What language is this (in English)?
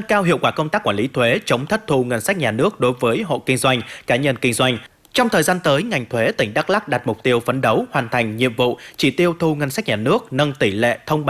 Vietnamese